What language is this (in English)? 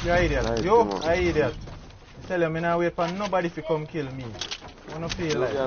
Jamaican Creole English